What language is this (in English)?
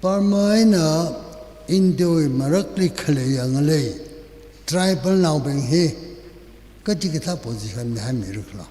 Tangkhul Naga (India)